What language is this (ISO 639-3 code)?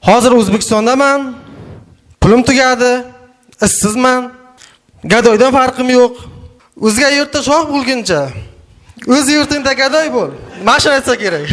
uzb